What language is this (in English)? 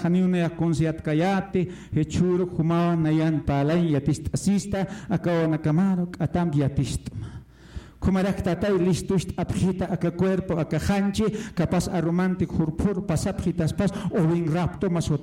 Aymara